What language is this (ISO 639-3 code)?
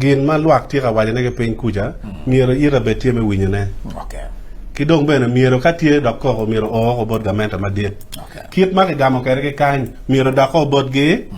ach